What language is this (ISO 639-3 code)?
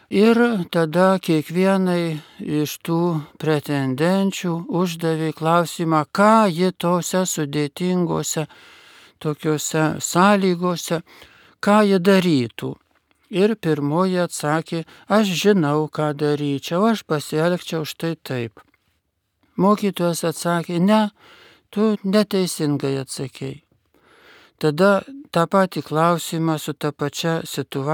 lit